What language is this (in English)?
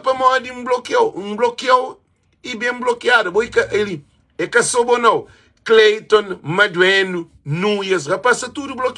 Kabuverdianu